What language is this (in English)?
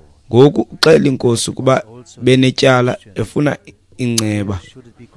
Xhosa